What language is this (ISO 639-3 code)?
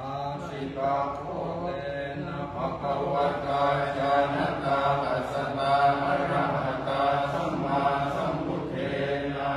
pli